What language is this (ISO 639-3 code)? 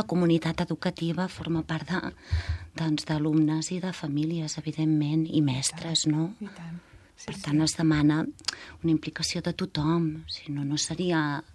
cat